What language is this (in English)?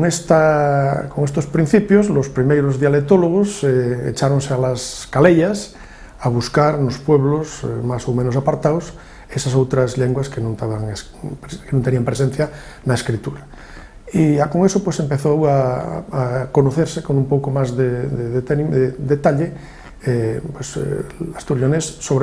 Asturian